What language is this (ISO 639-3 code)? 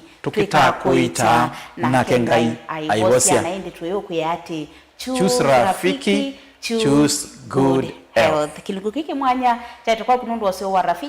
kam